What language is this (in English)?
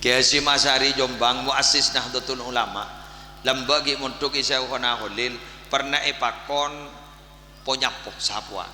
Madurese